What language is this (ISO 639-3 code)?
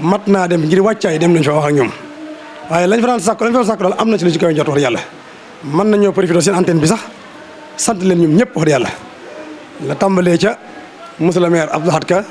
wol